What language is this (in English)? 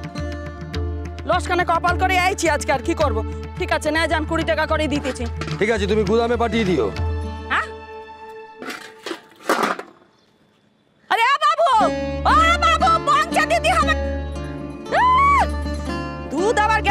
Bangla